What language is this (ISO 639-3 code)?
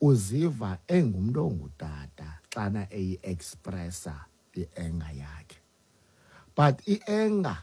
xho